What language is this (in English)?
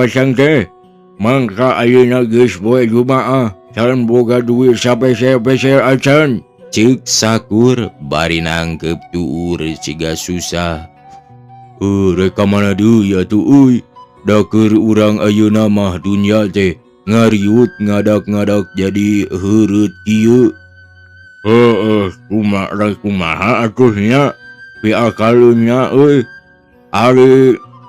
Sundanese